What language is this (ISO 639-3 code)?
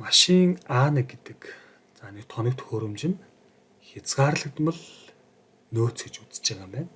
mon